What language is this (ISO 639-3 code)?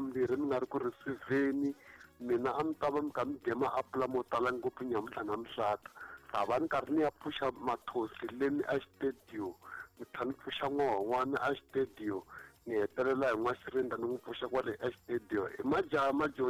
tso